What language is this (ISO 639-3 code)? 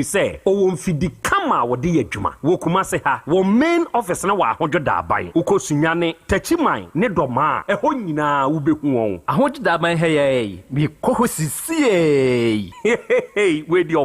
aka